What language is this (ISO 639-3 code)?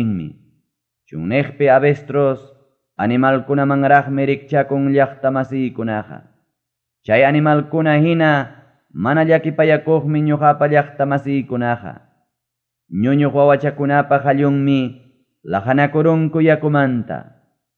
quy